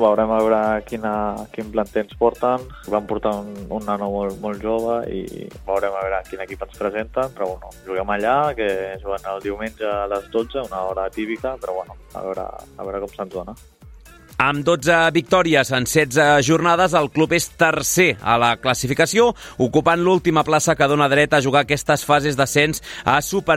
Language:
Catalan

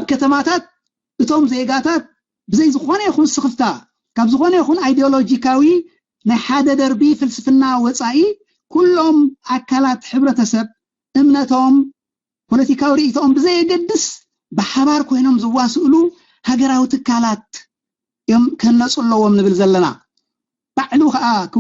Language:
Tigrinya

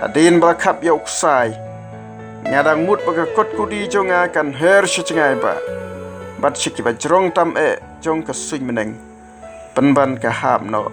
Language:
Khasi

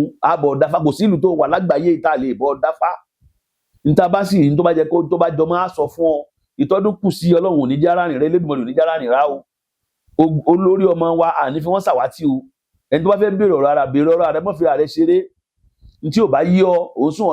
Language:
Yoruba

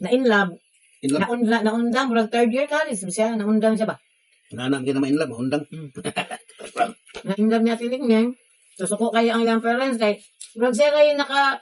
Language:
Cebuano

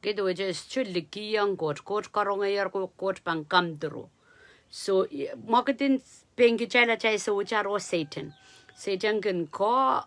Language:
Pohnpeian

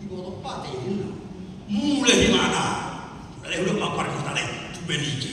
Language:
Batak Toba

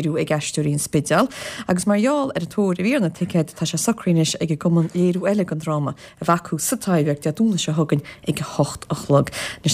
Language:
Irish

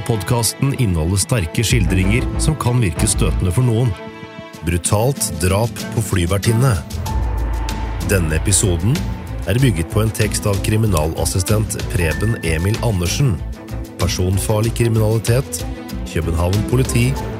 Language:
Norwegian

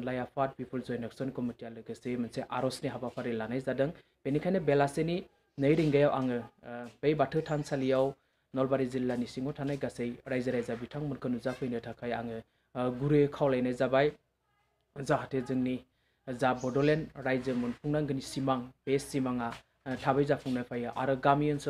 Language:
Bodo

